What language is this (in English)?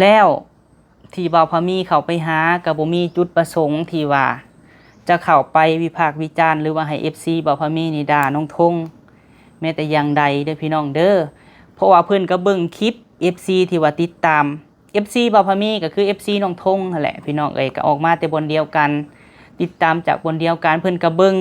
Lao